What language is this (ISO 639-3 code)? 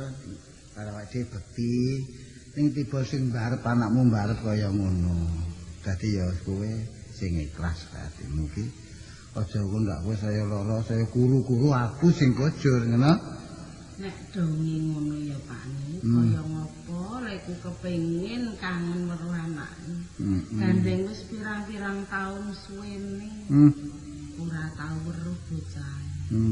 jav